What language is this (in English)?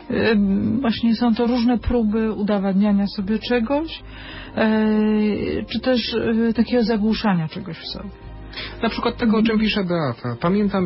Polish